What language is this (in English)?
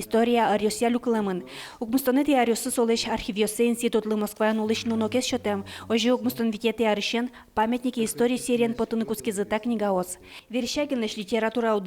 Udmurt